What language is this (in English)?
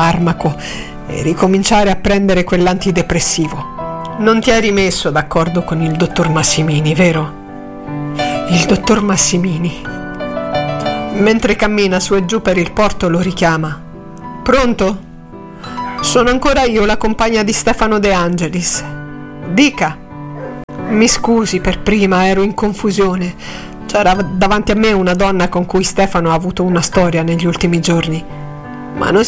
Italian